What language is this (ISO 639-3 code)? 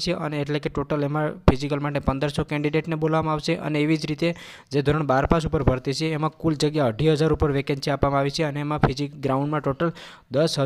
guj